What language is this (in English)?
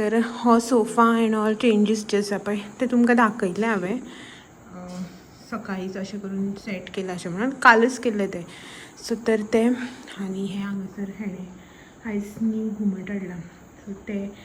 Konkani